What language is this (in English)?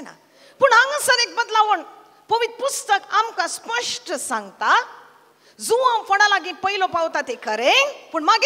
Konkani